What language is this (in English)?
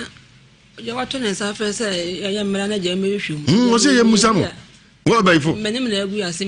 Akan